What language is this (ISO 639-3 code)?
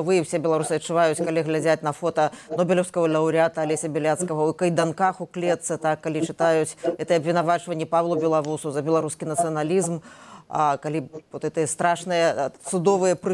bel